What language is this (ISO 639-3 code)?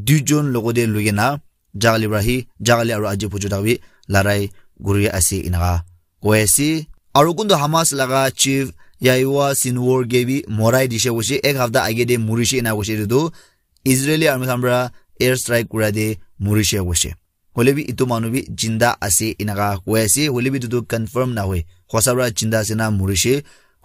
nag